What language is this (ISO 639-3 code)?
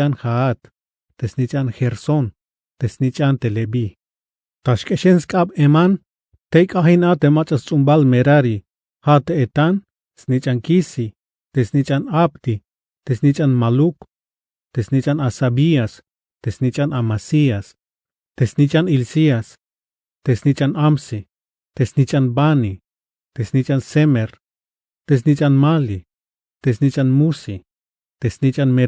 tzh